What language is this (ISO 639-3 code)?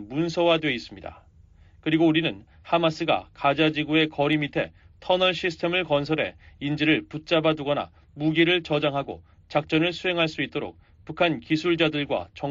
kor